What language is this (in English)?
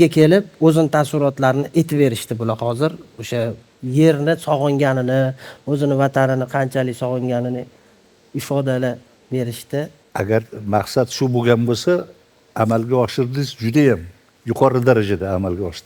Uzbek